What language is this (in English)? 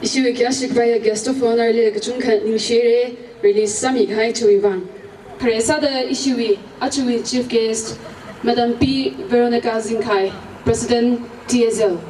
Tangkhul Naga (India)